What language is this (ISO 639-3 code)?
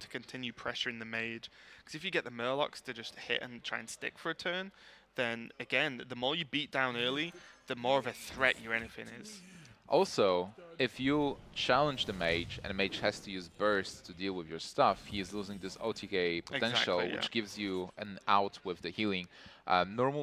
eng